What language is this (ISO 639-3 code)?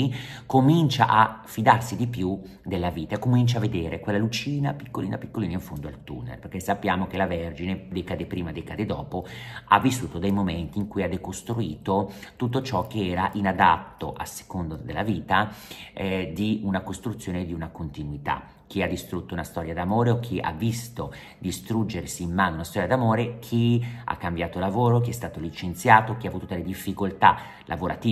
ita